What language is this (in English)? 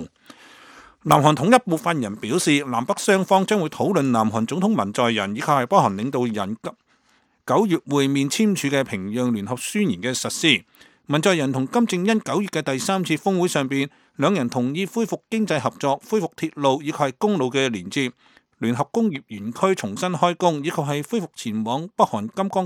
Cantonese